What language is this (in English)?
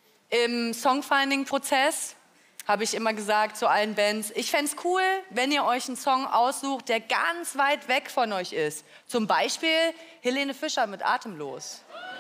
German